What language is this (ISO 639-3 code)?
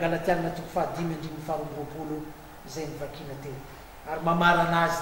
mlg